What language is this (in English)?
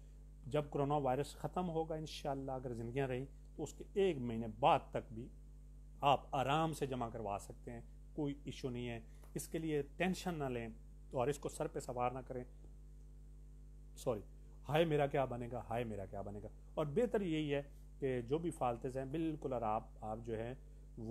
Urdu